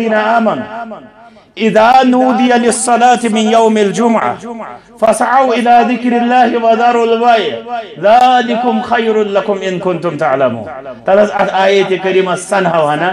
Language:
Kashmiri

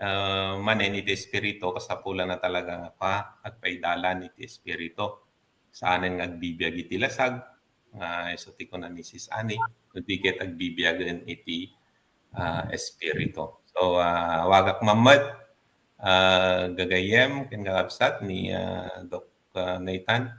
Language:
Iloko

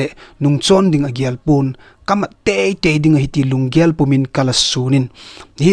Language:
Thado Chin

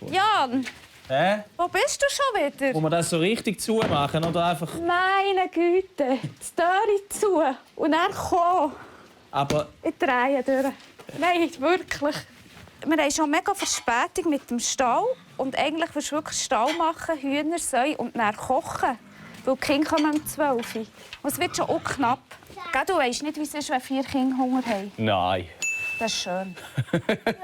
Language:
Swiss German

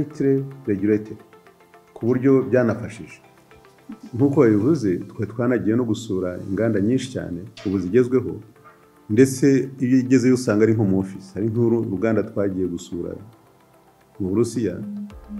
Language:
Kinyarwanda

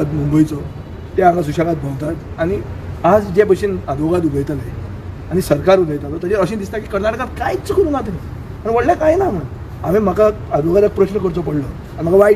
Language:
Konkani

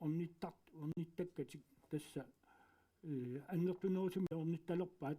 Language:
Kalaallisut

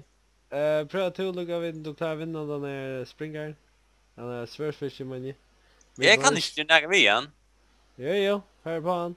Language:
Faroese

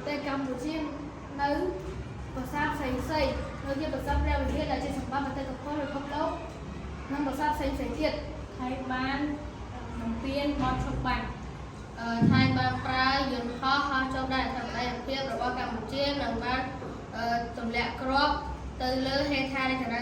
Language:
Khmer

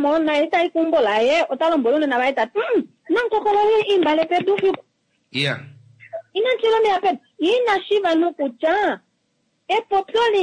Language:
Kuanyama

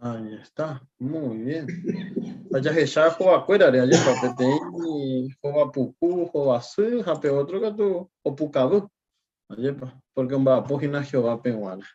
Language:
Guarani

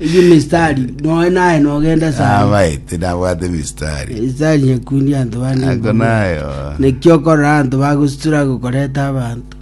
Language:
Gusii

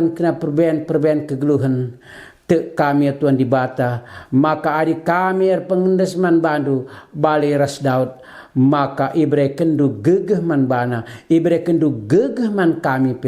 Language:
Batak Karo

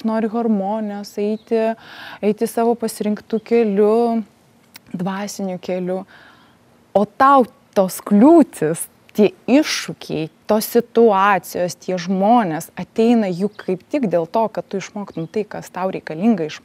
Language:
Lithuanian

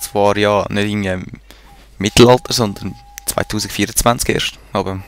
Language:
Swiss German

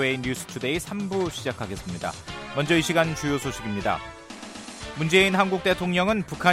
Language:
Korean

